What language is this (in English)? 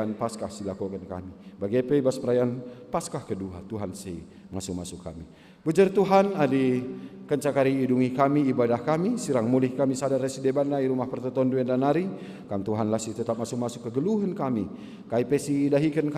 Batak Karo